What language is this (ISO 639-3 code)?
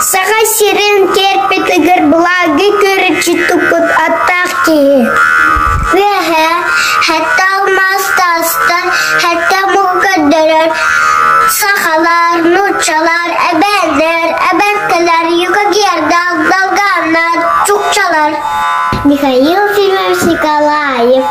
sah